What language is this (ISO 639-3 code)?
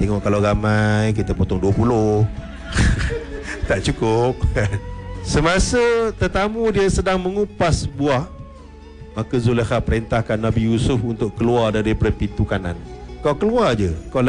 msa